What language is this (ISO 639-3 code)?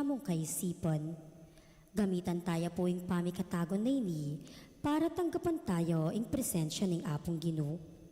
pam